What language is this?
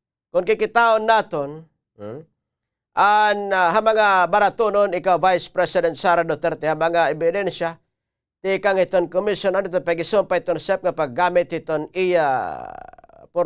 Waray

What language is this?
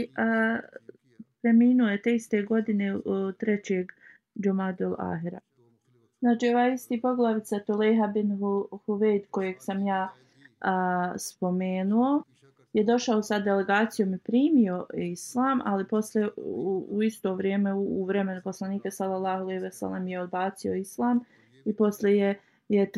Bosnian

